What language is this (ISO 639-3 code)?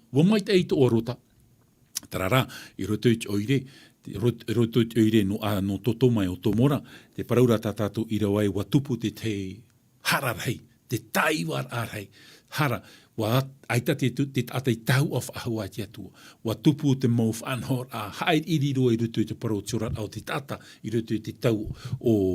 tah